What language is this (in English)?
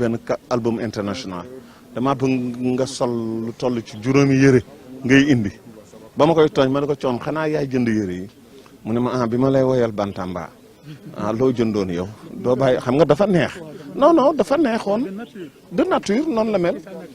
Wolof